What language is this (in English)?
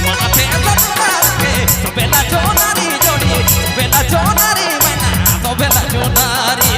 Sadri